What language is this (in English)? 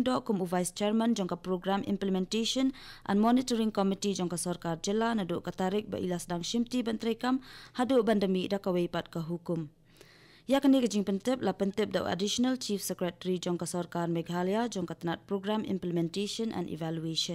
Khasi